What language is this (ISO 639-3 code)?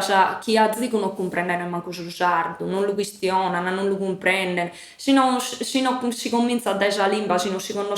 srd